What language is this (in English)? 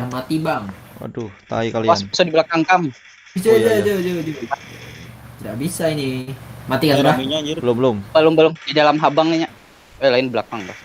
Banjar